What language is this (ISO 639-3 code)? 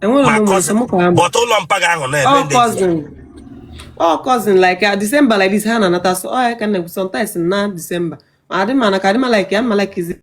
ibo